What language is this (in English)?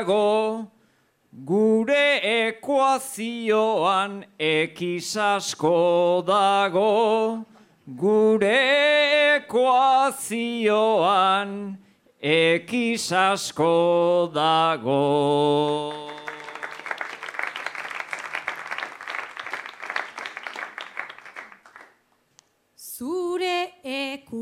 Basque